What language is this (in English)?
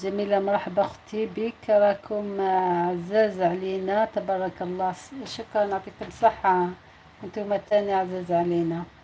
Algerian Arabic